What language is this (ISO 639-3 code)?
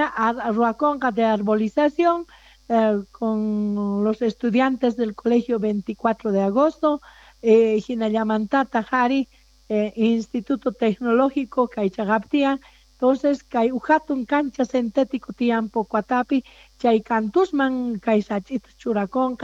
quh